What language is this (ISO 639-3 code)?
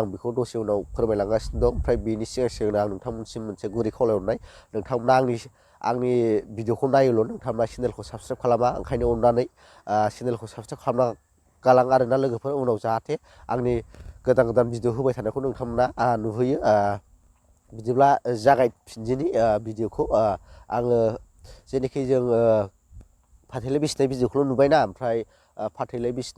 brx